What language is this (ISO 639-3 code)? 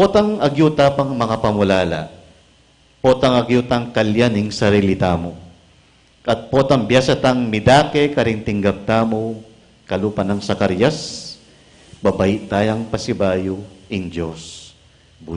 pam